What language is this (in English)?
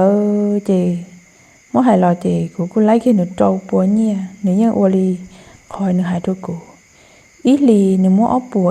Hmong